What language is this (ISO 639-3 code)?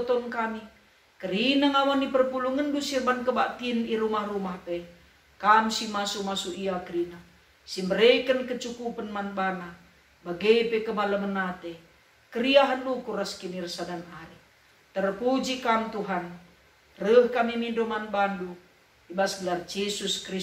btx